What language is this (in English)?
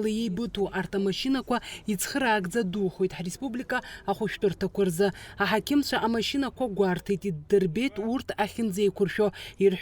Abkhazian